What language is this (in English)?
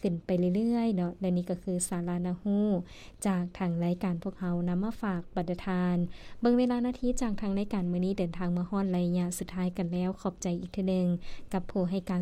Lao